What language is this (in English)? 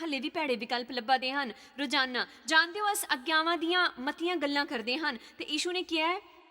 Dogri